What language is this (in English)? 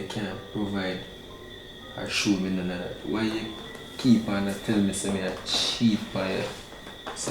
Jamaican Creole English